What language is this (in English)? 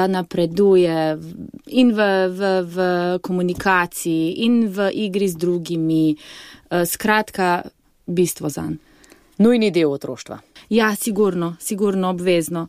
Slovenian